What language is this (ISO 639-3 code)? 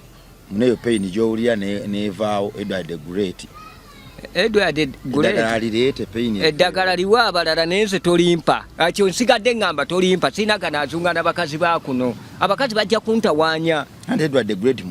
lug